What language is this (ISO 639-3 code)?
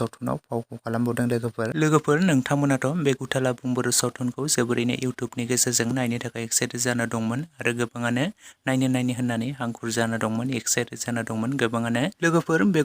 brx